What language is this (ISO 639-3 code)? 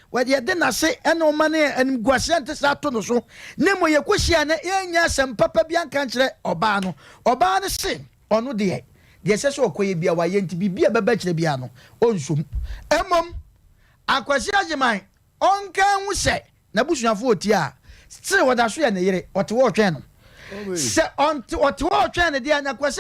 aka